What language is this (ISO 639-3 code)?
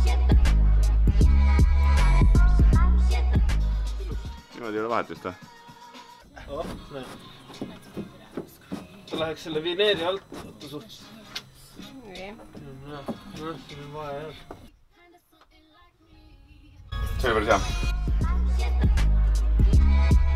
est